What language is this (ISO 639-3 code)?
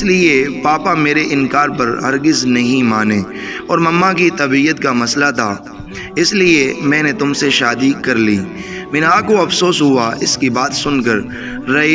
hin